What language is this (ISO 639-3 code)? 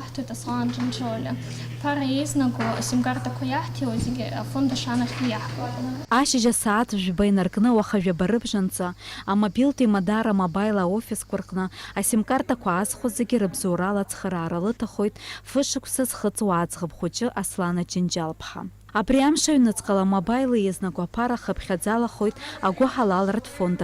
abk